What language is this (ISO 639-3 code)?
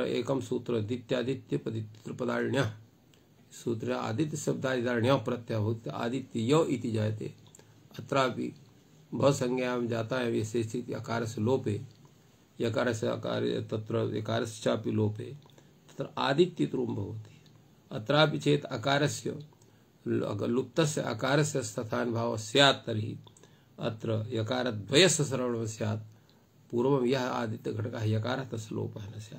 san